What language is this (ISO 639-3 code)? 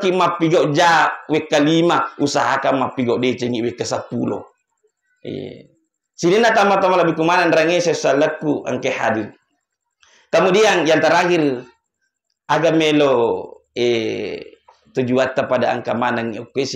bug